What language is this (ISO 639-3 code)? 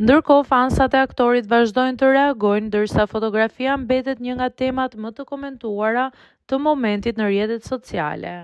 sqi